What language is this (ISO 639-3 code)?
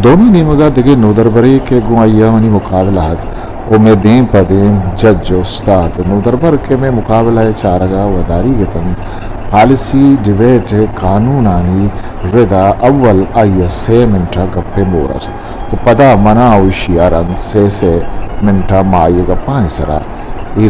bgp